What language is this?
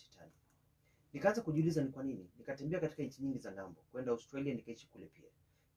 Swahili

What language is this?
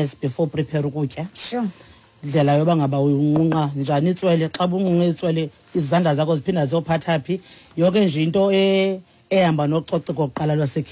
Xhosa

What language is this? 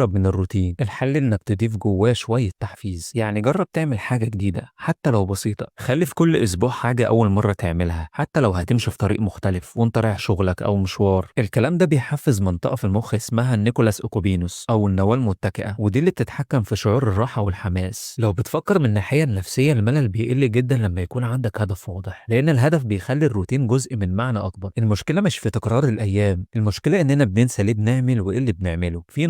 Egyptian Arabic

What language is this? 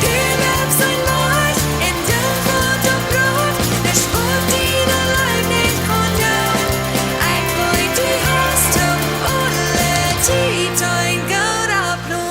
Plautdietsch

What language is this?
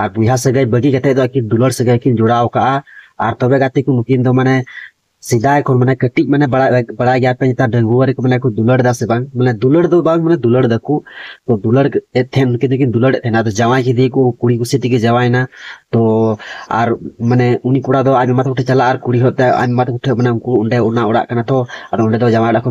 Santali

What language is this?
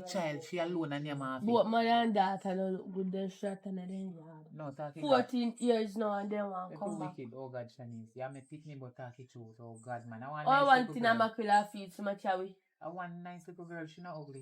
Jamaican Creole English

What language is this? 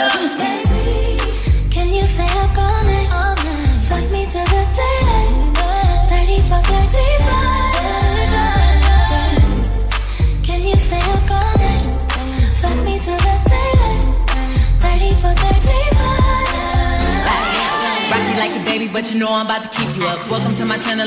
English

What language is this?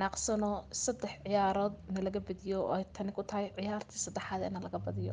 Somali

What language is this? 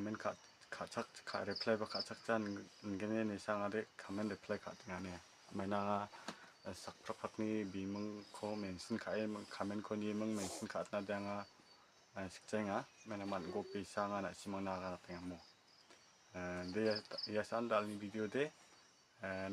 Garo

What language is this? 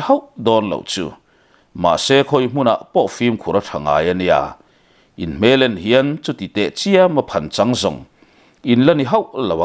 Mizo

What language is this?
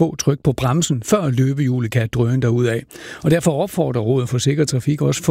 Danish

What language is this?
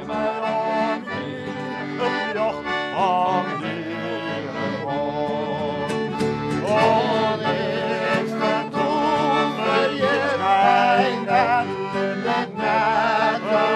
Western Frisian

